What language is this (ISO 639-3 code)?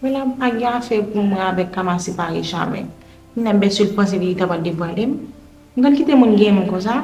hat